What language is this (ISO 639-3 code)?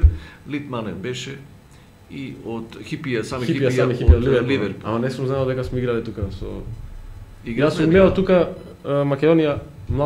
mkd